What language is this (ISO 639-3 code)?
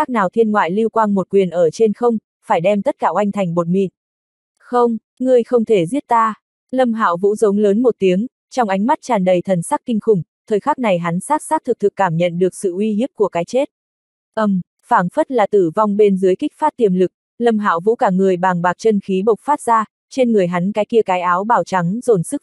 vie